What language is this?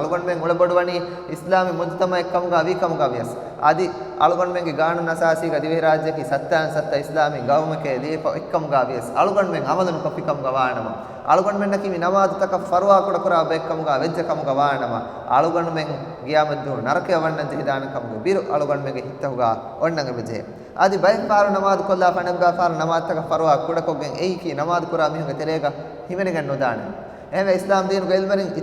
Divehi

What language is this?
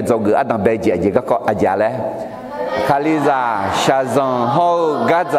Akha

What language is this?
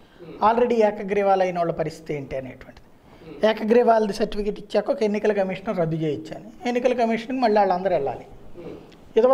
Telugu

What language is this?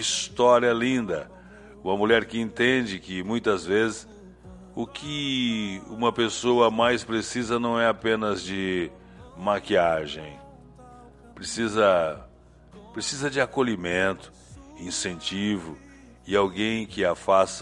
Portuguese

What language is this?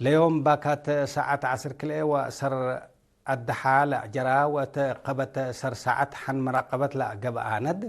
Tigre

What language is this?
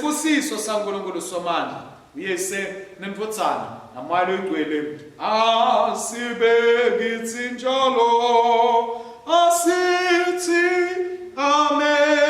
Swati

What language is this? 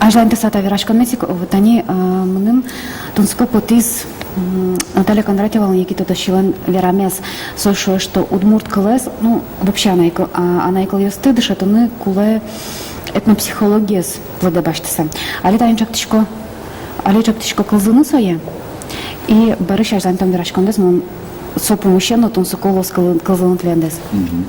Udmurt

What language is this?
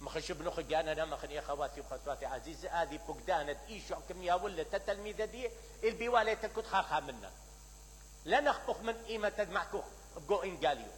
Mesopotamian Arabic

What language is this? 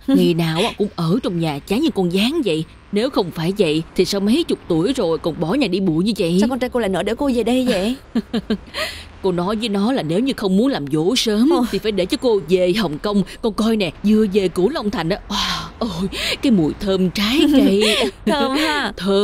Vietnamese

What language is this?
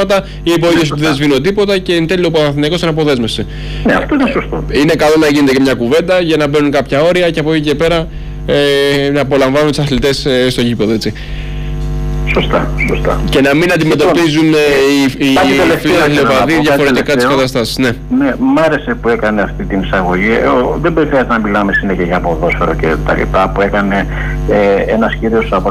Greek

